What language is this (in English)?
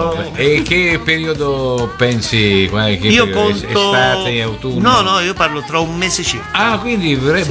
Italian